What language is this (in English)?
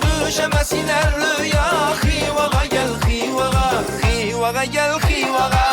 Kara-Kalpak